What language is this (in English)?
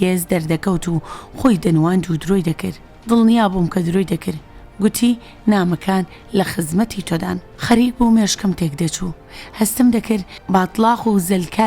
Central Kurdish